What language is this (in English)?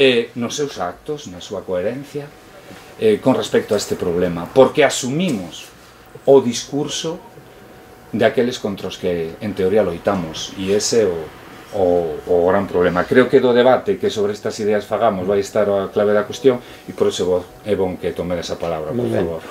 Galician